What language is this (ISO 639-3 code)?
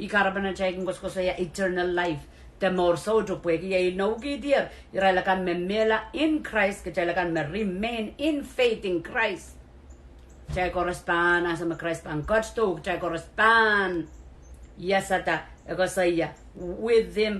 pon